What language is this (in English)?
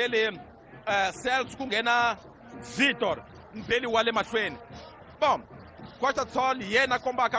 Tsonga